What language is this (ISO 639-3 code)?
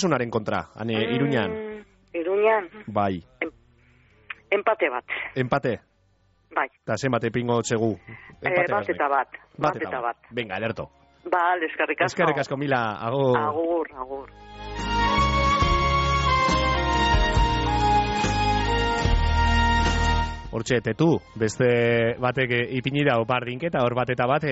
eus